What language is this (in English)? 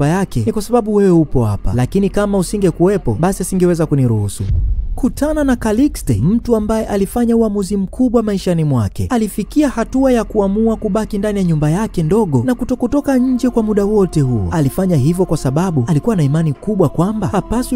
Swahili